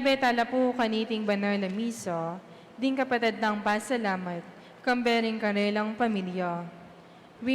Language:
Pampanga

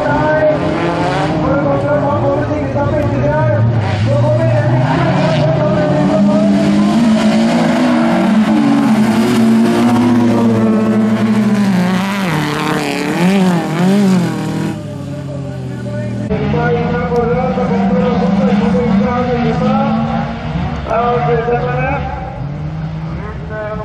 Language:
Norwegian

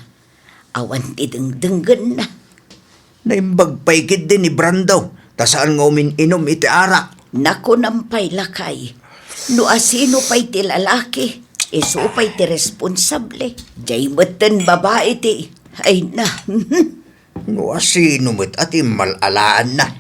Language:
Iloko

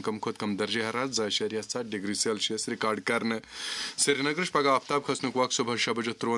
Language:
Kashmiri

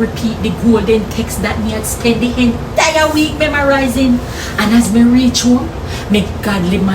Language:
Jamaican Creole English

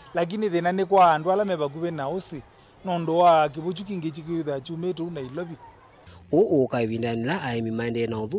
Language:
Kamba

